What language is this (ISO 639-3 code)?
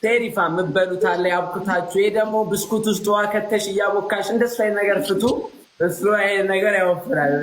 amh